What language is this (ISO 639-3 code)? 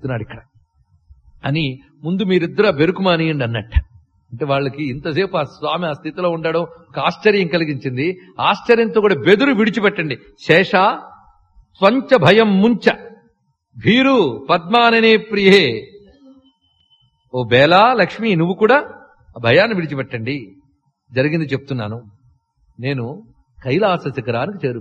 tel